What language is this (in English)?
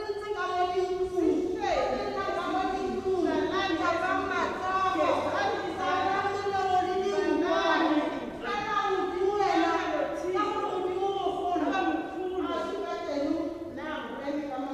Tswana